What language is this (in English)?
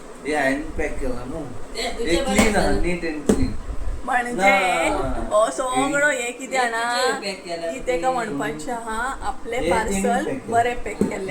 Konkani